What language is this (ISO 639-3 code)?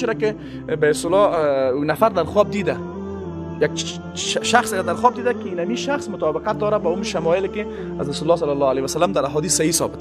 fas